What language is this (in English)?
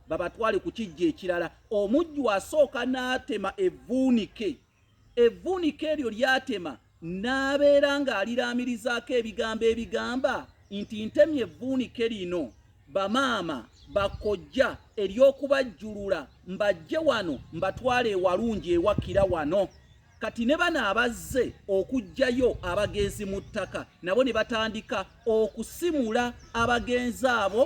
Ganda